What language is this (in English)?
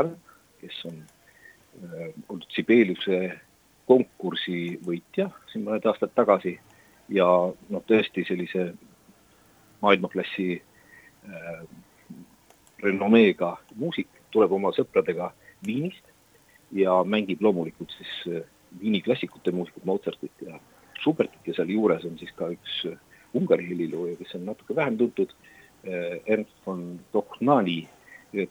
Estonian